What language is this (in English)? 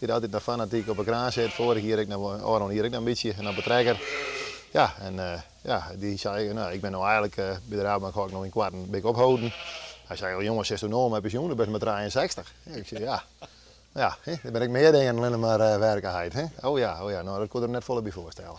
Western Frisian